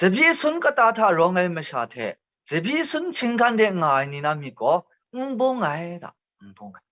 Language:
Kachin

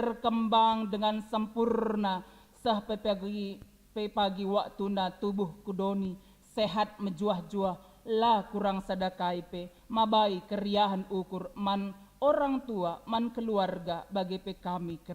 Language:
Batak Karo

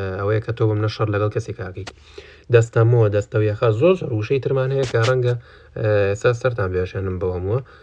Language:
Central Kurdish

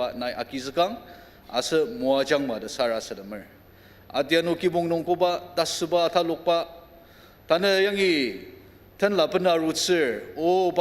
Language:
Ao Naga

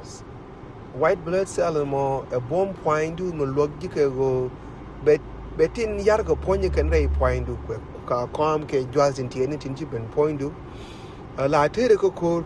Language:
Nuer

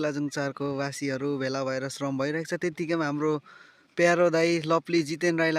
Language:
Nepali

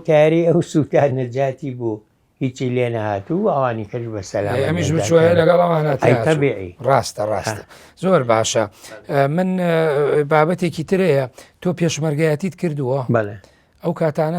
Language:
Central Kurdish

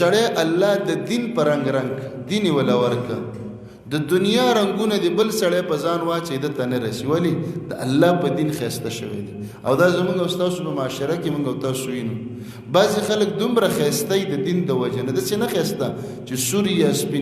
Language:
Pashto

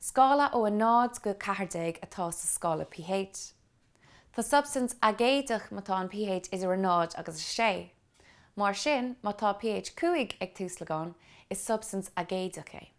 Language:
Irish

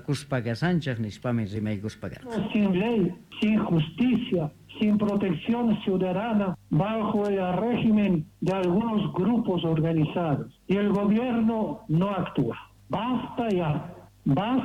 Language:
Quechua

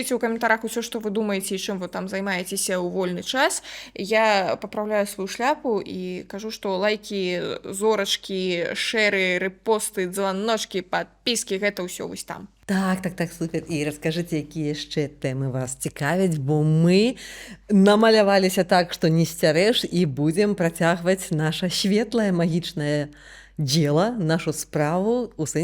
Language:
Belarusian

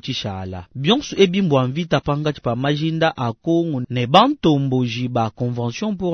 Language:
Luba-Lulua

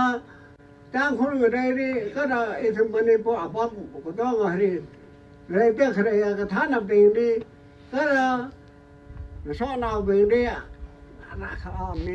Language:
Tangkhul Naga (India)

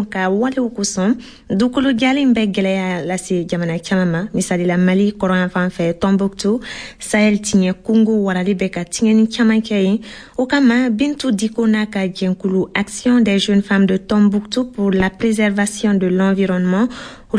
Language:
Bambara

